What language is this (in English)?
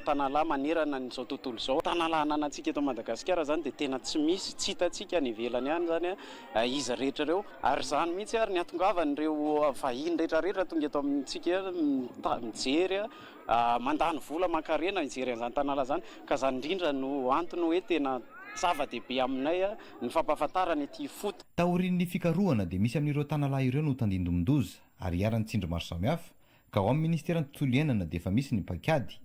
Malagasy